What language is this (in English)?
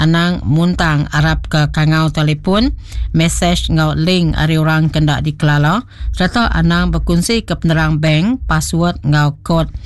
Iban